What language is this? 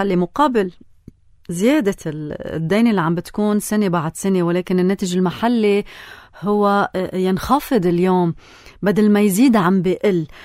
North Levantine Arabic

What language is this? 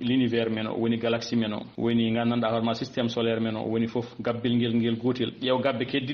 Fula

